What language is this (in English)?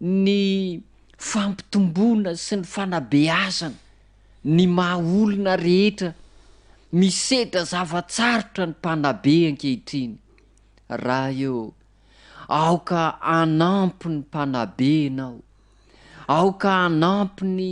Malagasy